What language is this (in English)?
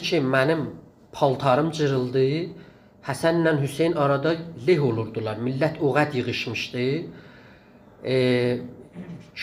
South Azerbaijani